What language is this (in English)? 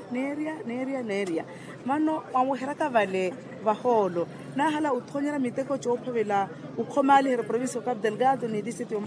Makhuwa